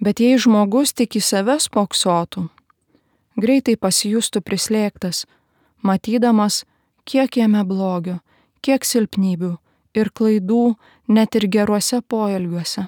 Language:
Lithuanian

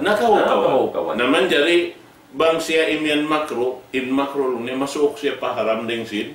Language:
Tausug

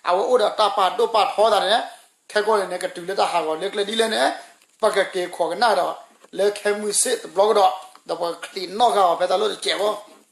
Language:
S'gaw Karen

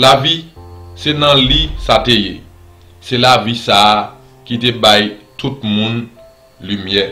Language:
Haitian Creole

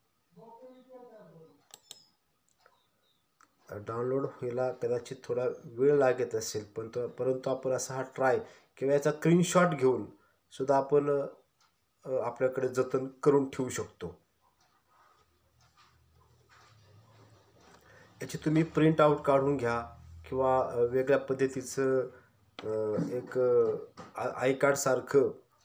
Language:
Marathi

